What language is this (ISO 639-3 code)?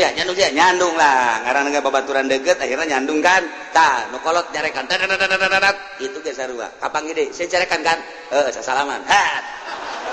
sun